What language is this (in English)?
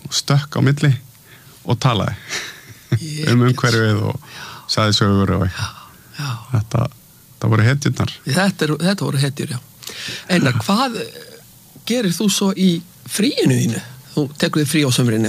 Icelandic